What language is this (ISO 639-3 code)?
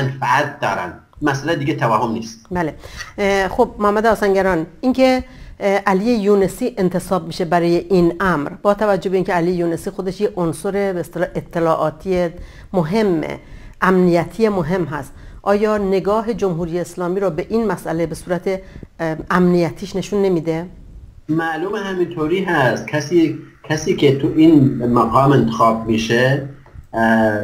fas